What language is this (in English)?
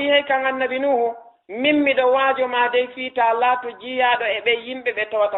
Fula